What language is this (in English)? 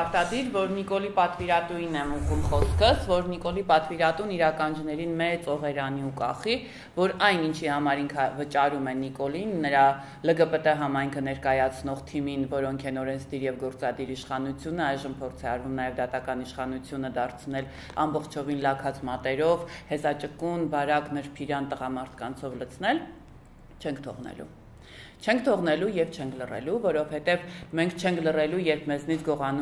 Armenian